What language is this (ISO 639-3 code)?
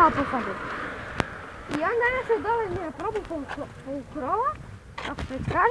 hrv